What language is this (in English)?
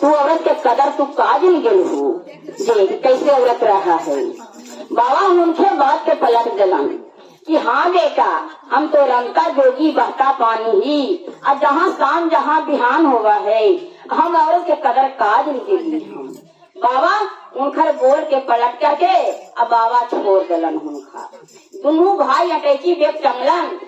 Magahi